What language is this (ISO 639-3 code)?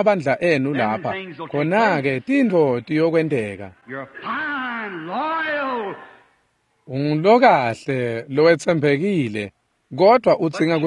ssw